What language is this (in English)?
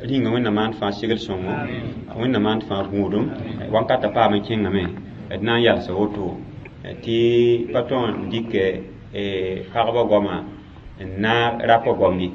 Mossi